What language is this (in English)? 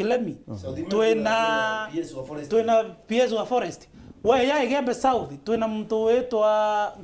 Meru